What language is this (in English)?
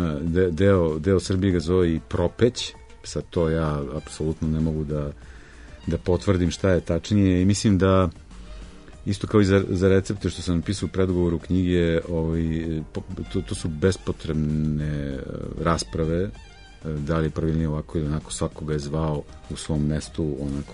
Serbian